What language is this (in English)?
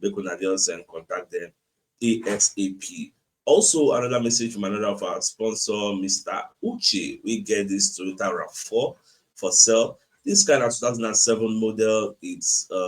Nigerian Pidgin